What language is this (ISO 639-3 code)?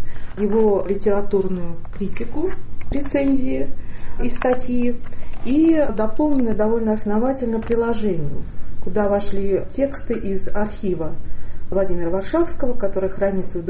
rus